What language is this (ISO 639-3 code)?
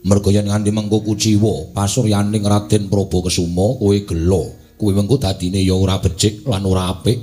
jav